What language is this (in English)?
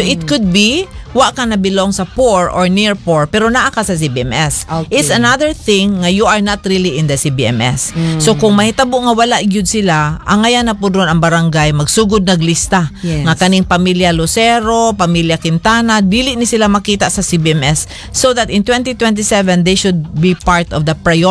Cebuano